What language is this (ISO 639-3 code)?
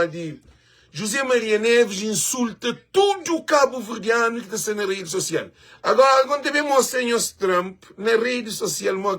kea